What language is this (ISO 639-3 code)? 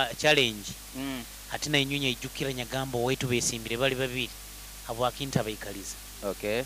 nyo